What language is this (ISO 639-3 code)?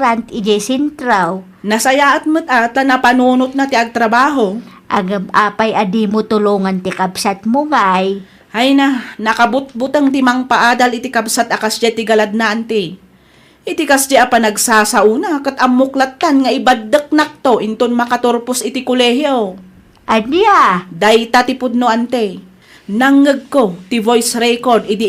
ilo